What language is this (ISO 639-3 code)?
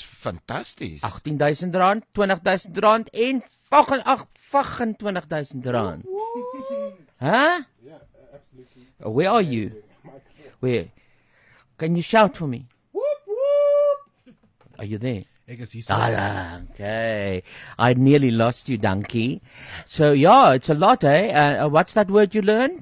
afr